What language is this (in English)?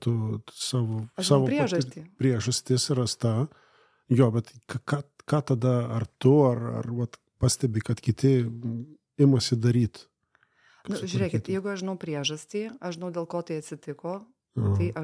Lithuanian